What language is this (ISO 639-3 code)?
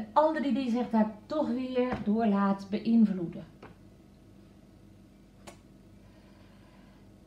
nld